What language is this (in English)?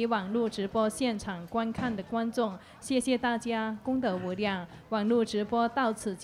Chinese